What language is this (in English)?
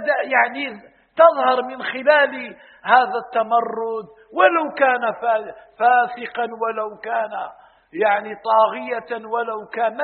Arabic